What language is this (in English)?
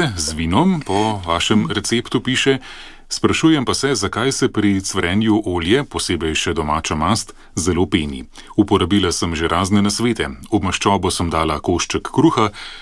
Slovenian